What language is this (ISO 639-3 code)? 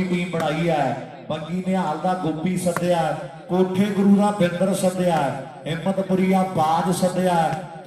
pan